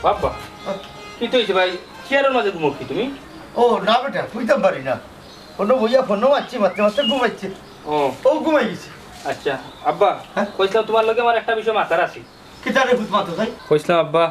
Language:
Sylheti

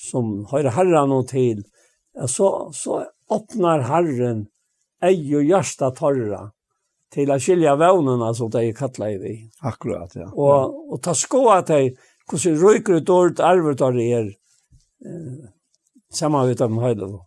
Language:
Faroese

